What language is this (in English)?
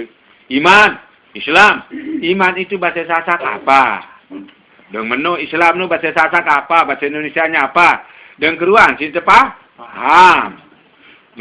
Sasak